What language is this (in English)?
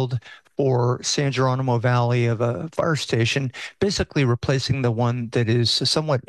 English